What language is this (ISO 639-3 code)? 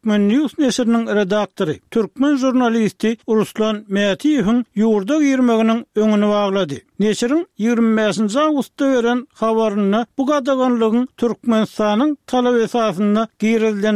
tuk